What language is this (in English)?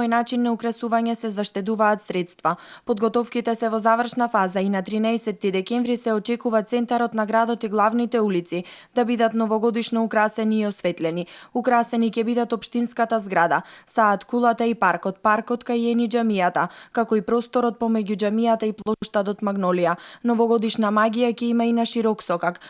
Macedonian